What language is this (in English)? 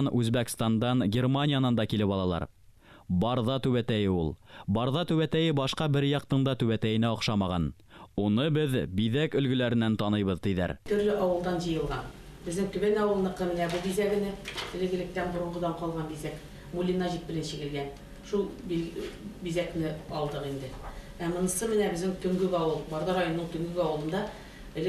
Bashkir